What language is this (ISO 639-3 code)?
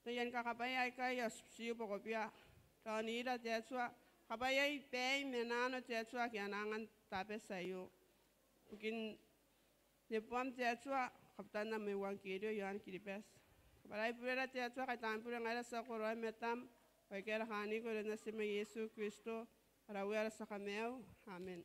gil